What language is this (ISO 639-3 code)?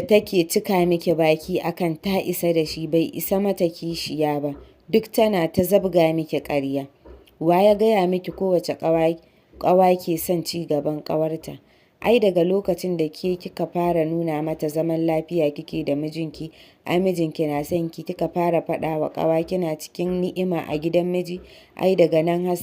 hau